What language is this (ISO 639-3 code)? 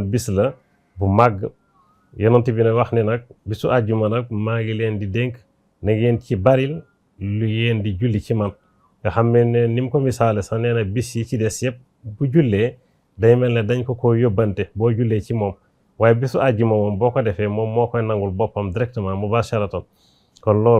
wol